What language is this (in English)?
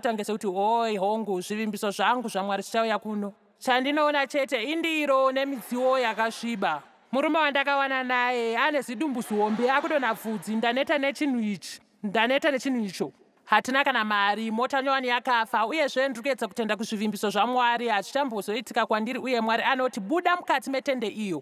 Shona